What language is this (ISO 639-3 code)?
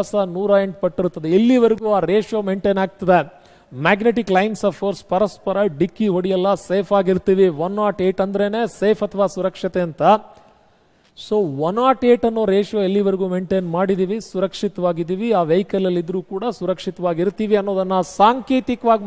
kan